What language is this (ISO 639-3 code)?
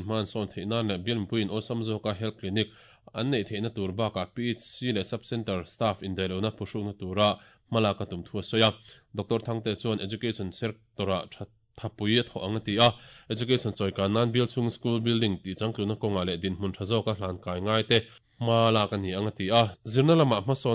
lus